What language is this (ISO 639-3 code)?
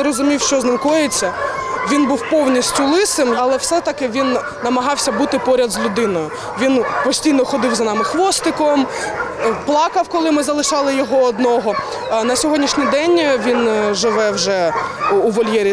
ukr